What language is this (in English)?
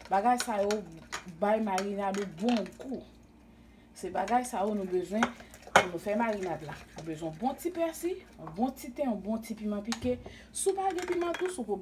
Haitian Creole